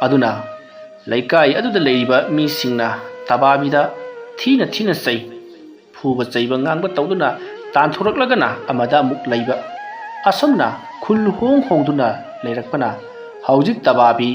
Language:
Manipuri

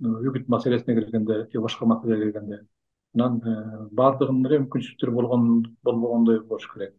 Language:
Kyrgyz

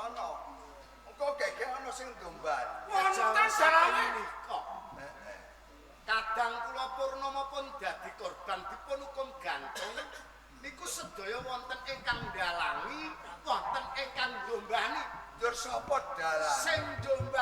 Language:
Javanese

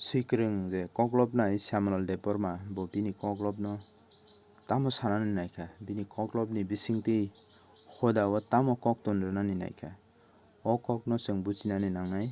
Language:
Kok Borok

